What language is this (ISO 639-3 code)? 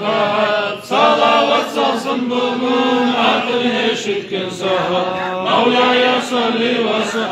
kum